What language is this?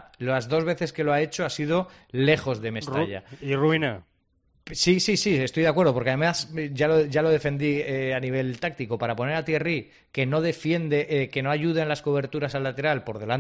Spanish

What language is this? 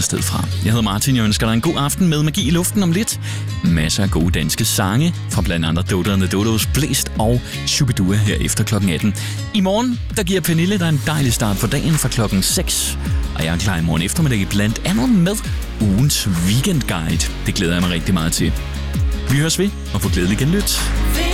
Danish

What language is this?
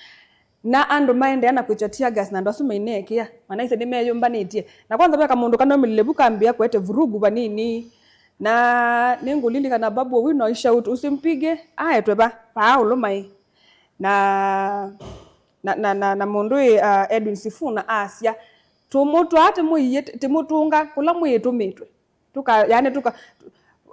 Kamba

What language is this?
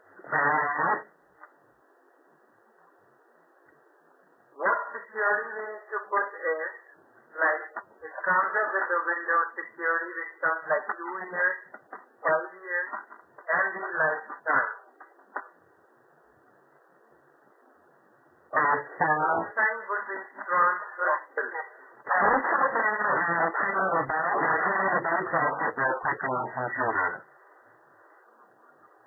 English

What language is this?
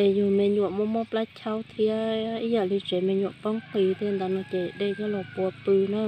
Hmong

